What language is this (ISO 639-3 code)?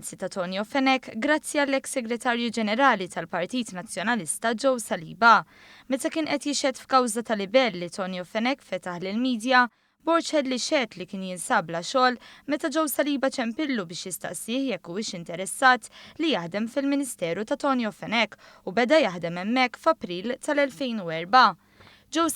mlt